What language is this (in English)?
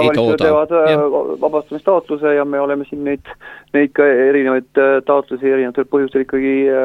Estonian